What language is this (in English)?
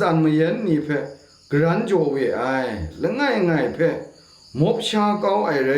Kachin